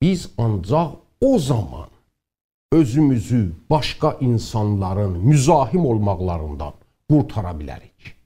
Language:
South Azerbaijani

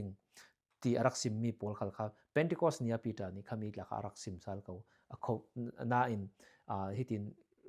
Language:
Falam Chin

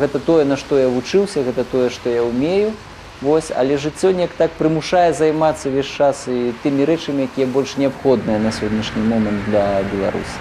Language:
Belarusian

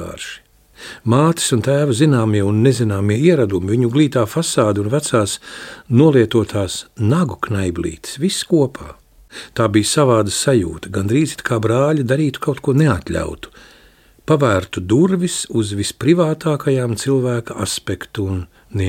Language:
Latvian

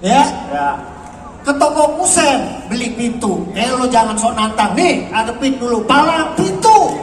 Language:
Betawi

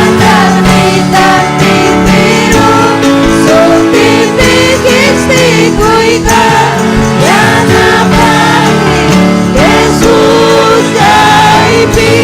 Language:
Ayacucho Quechua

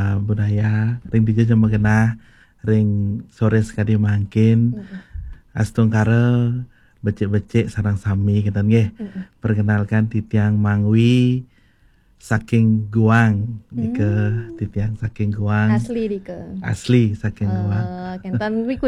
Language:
Balinese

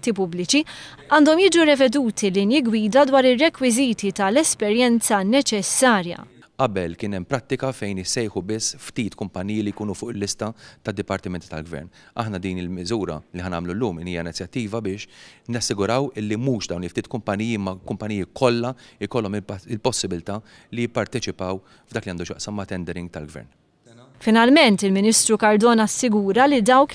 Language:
Maltese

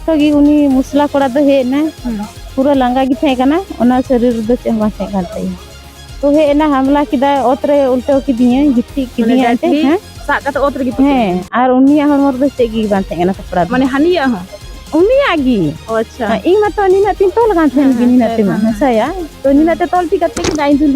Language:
Santali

